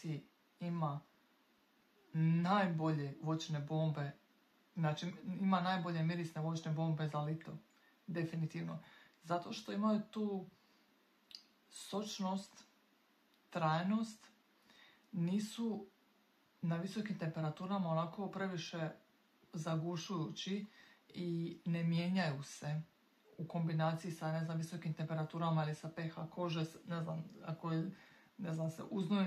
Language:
Croatian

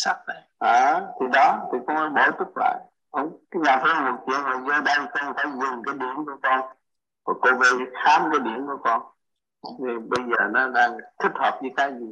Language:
Vietnamese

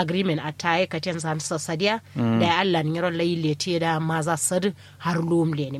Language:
Kanuri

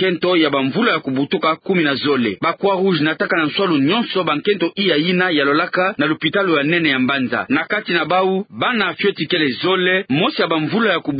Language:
Kituba (Democratic Republic of Congo)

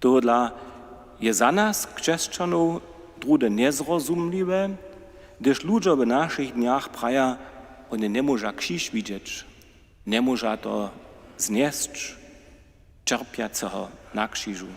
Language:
Upper Sorbian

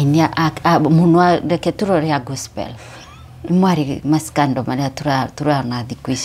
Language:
Kikuyu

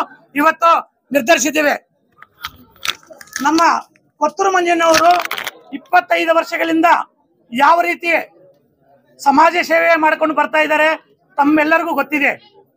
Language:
Kannada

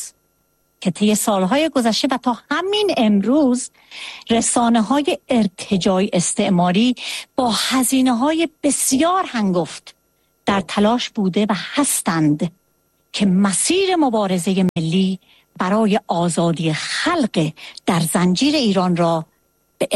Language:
Persian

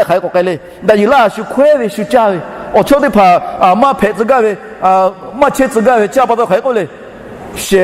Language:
Lahu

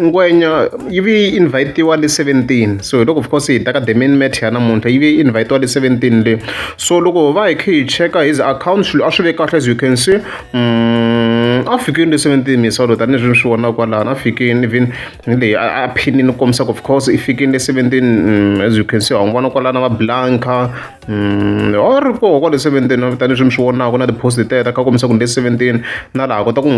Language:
Tsonga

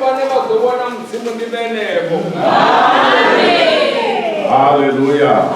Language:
Venda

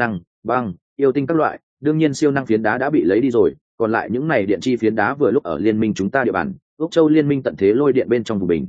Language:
Vietnamese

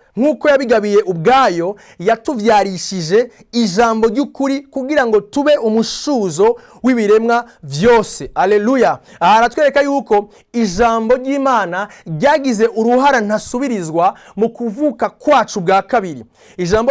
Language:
Rundi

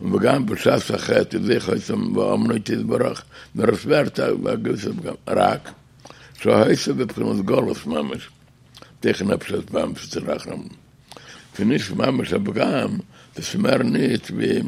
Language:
Yiddish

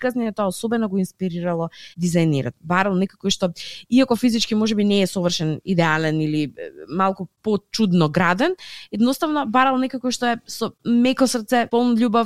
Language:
Macedonian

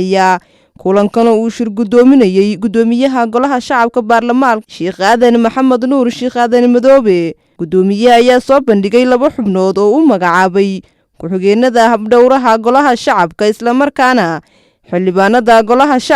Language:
Somali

